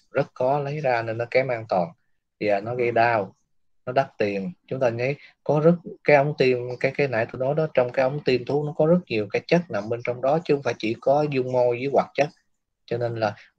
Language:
Vietnamese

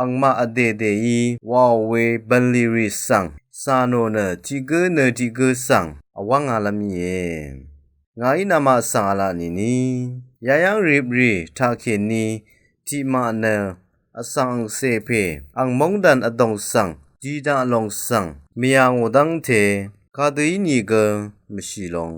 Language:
Rawang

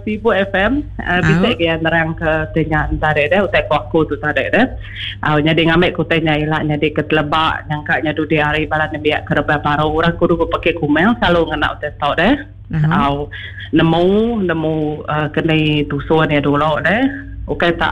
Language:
Iban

